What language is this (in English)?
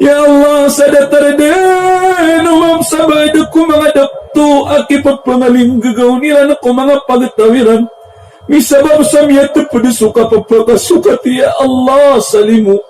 Maranao